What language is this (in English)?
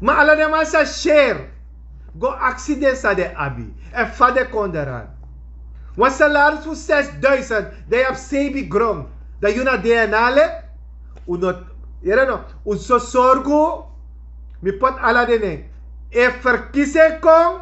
Sranan Tongo